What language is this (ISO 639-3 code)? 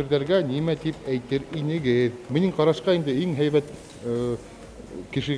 bak